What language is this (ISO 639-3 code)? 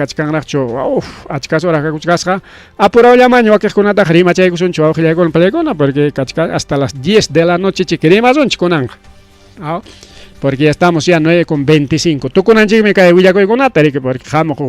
quy